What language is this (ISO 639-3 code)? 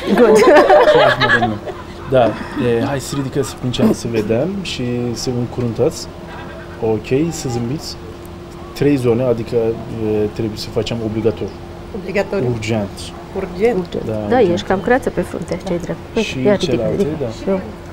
ron